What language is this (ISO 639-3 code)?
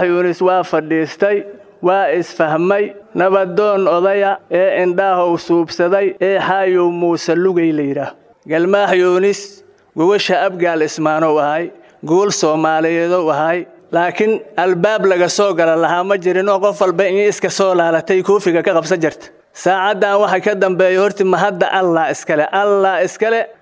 som